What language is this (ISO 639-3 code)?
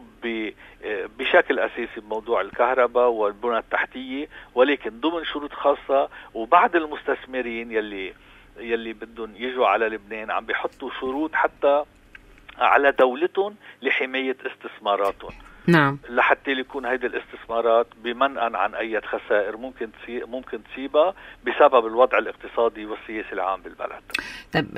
apc